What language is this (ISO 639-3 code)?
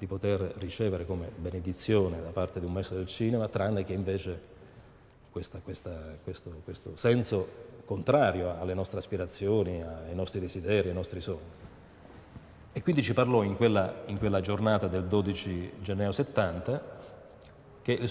ita